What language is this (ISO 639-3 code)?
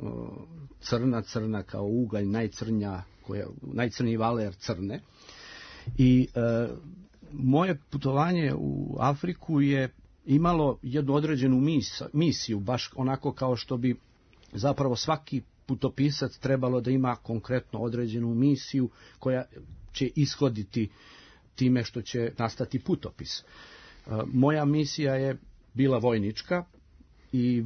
srp